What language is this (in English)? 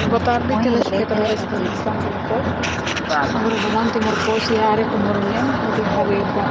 Tetum